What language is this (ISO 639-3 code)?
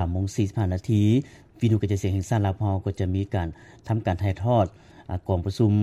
lao